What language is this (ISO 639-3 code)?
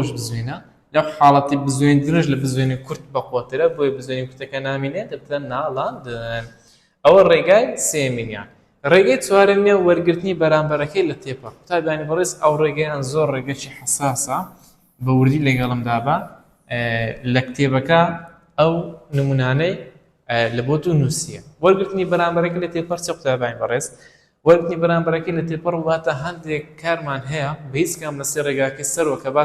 ckb